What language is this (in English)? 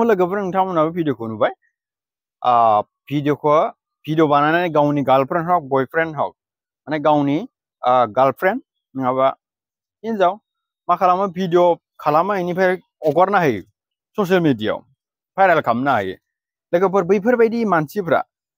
Bodo